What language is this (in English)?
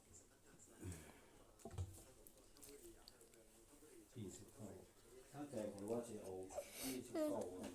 Lao